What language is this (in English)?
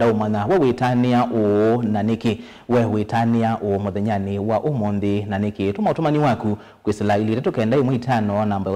Kamba